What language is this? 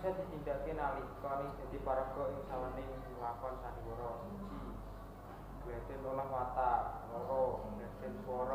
Javanese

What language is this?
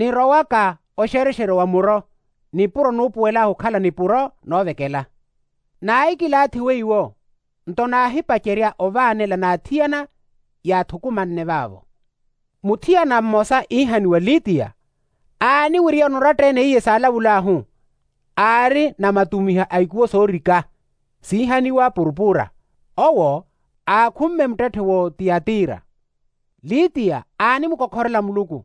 Makhuwa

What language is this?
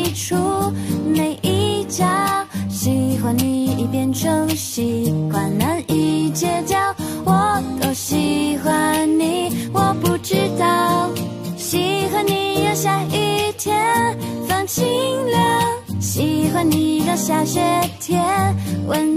Chinese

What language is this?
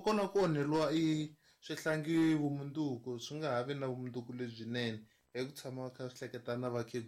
Tsonga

